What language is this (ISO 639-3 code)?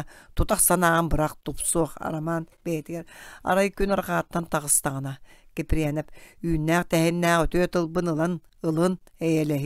sah